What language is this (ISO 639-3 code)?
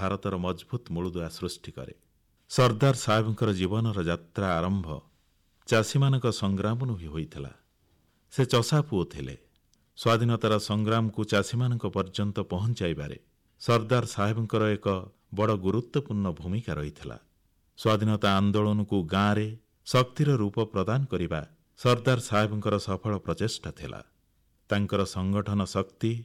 ori